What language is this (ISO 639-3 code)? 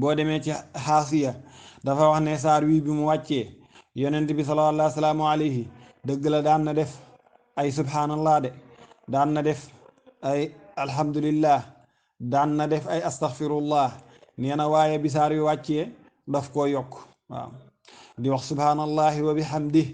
wol